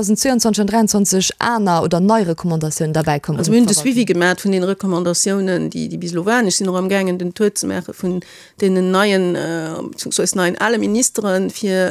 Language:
Luxembourgish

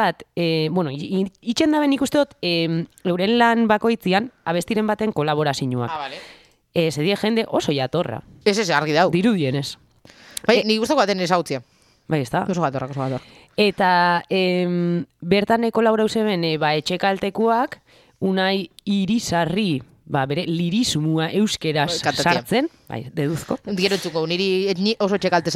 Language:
Basque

